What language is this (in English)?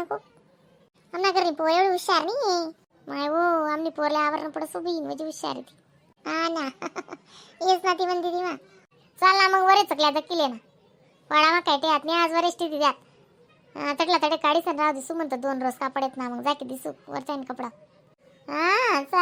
Khandesi